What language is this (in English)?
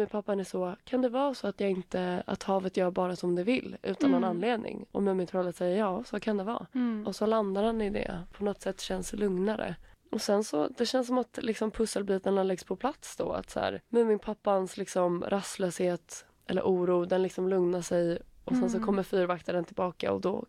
Swedish